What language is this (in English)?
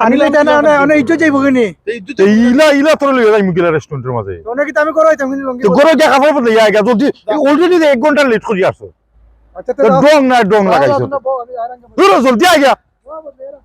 Sylheti